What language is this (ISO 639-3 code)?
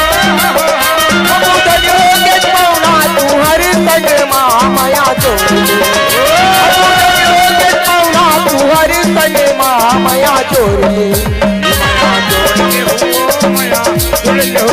hne